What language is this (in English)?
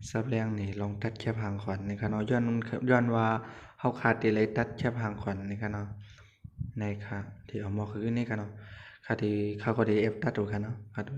Shan